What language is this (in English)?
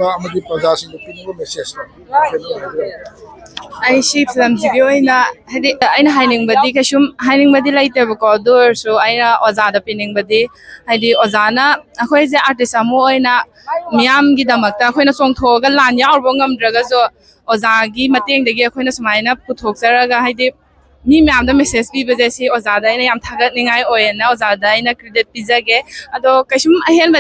Manipuri